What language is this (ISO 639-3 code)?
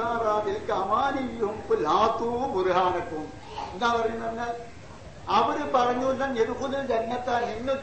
mal